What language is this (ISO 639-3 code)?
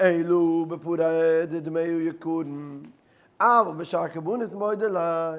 yid